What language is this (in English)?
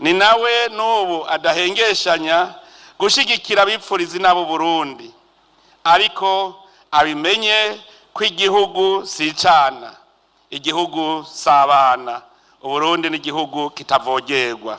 Rundi